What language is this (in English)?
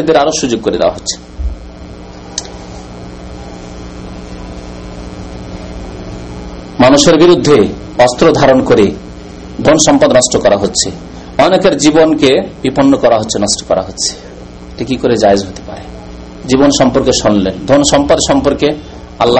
Bangla